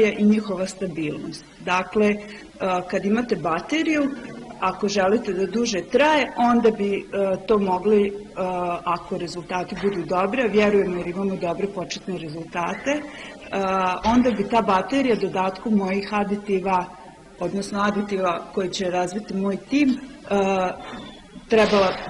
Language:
Bosnian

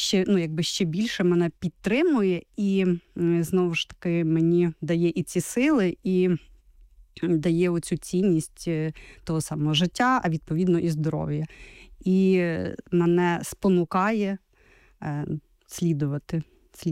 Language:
Ukrainian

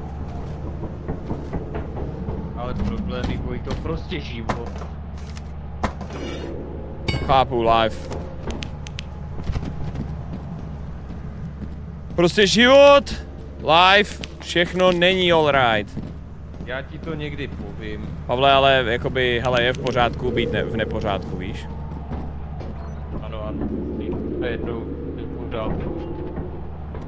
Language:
Czech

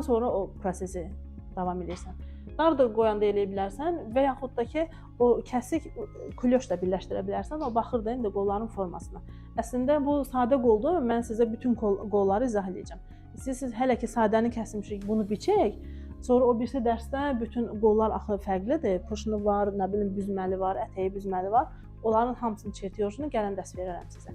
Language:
Azerbaijani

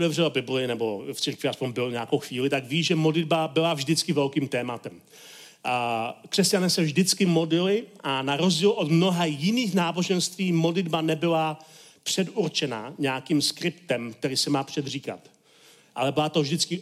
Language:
Czech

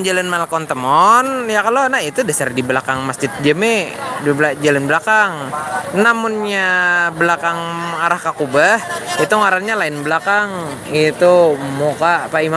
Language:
Banjar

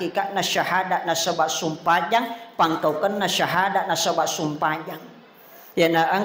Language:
Buginese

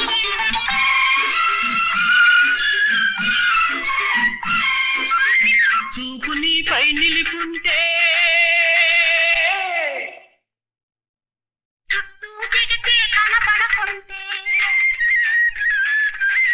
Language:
Telugu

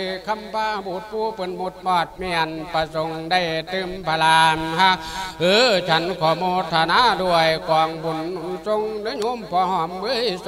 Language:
Lao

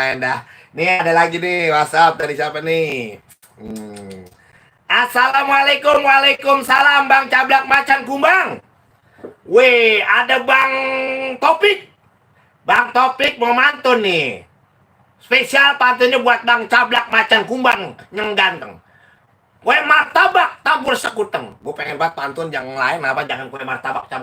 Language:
Betawi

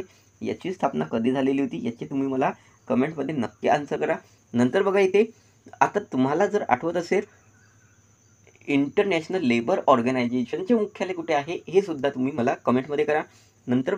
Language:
Marathi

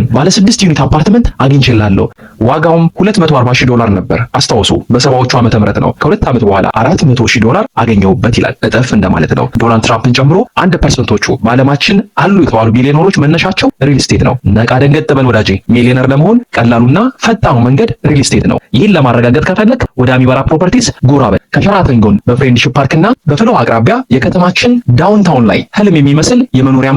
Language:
Amharic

